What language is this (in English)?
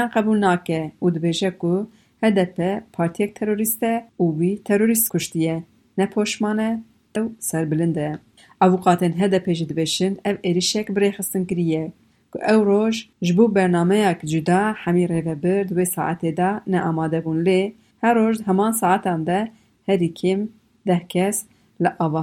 Kurdish